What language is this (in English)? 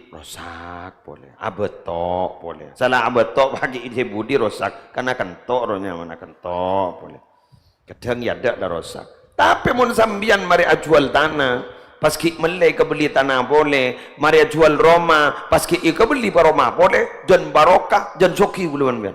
Madurese